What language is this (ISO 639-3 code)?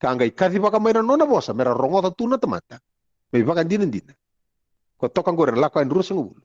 fij